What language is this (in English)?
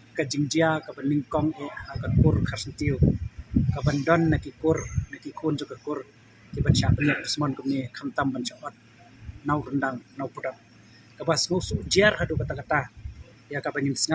Khasi